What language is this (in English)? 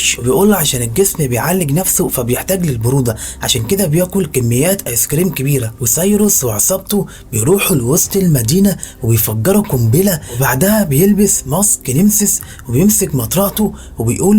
Egyptian Arabic